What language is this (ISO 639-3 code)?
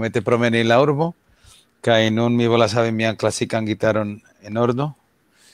epo